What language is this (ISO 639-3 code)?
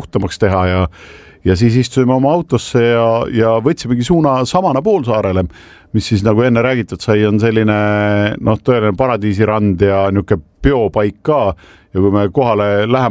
est